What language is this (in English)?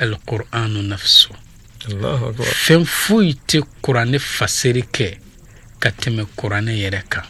Bambara